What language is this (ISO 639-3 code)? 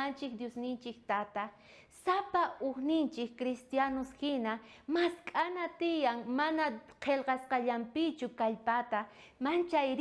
quh